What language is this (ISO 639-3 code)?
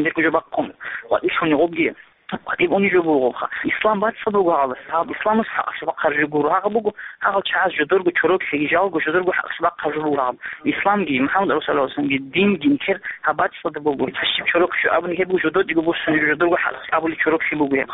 ava